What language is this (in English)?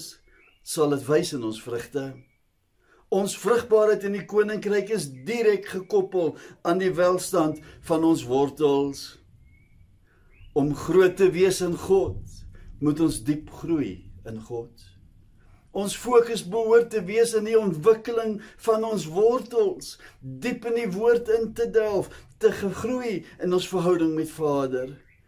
Afrikaans